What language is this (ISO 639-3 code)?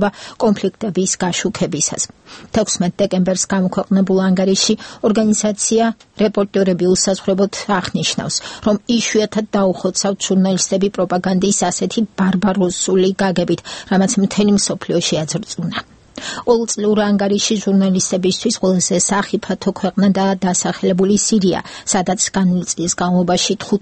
kat